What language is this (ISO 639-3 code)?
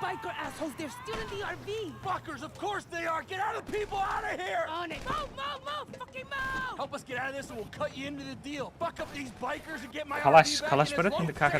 kaa